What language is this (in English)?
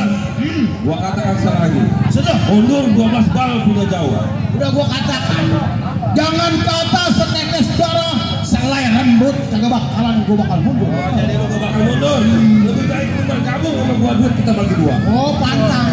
Betawi